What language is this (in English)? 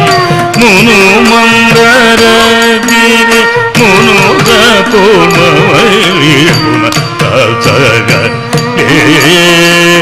Telugu